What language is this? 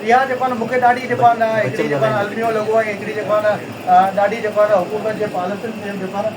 Sindhi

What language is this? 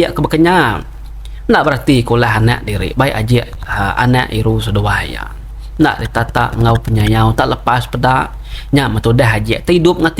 Iban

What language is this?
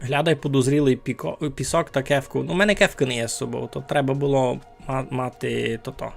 Rusyn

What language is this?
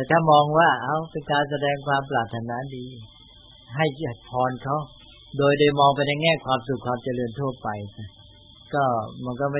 Thai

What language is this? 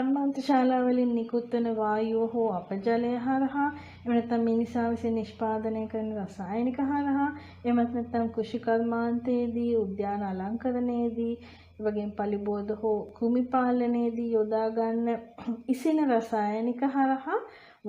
Sinhala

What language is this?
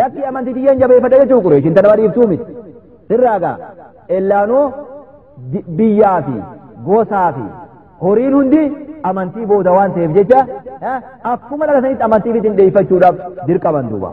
Oromo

